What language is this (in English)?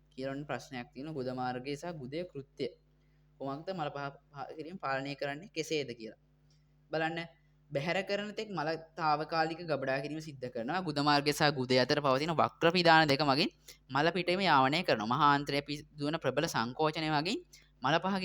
Sinhala